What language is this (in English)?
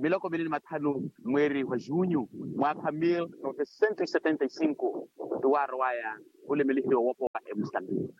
Makhuwa